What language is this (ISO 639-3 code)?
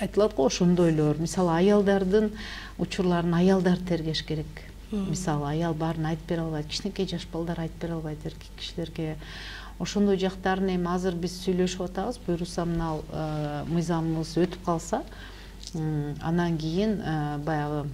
kir